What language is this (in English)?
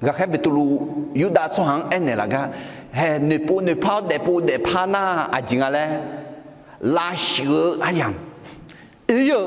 Akha